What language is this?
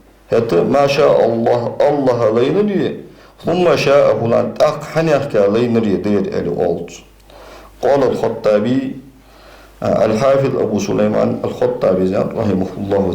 Ingush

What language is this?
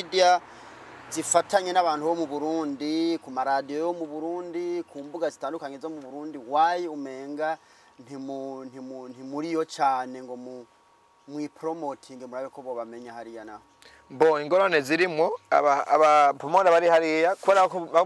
Rundi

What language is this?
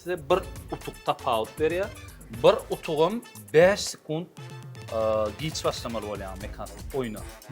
Turkmen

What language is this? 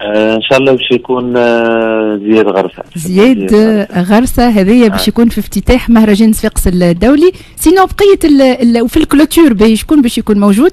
Tunisian Arabic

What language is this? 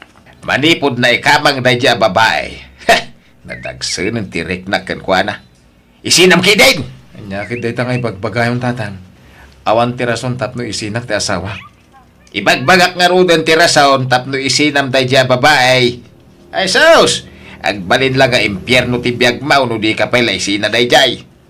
Iloko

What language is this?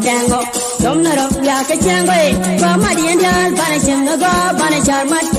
Nuer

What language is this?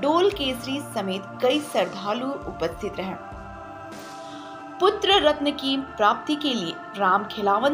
Hindi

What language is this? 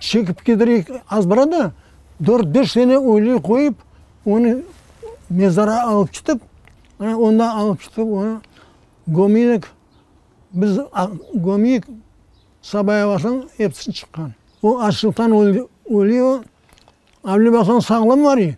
Crimean Tatar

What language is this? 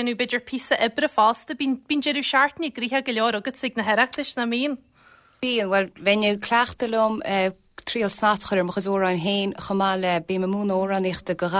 Irish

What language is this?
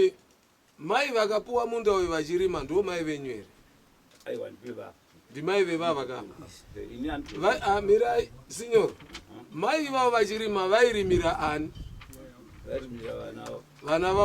Shona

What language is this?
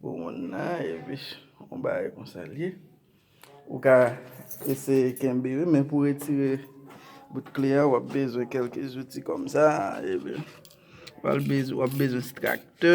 Haitian Creole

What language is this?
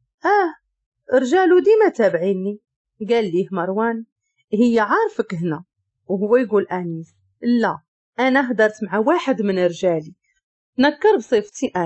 Moroccan Arabic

